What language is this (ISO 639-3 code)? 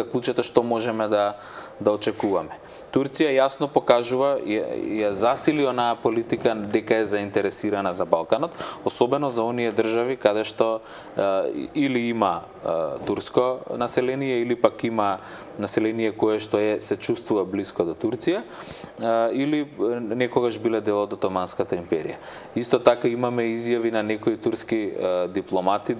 mkd